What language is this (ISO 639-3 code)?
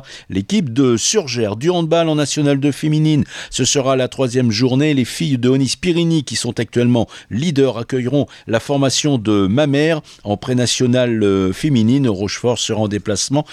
fra